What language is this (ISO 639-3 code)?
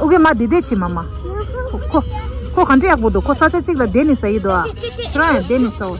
bod